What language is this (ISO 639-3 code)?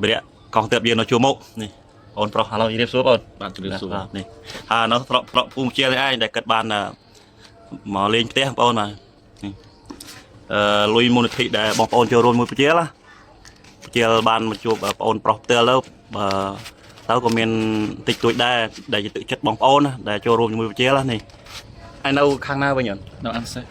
khm